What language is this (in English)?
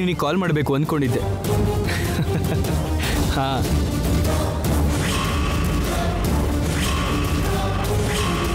Kannada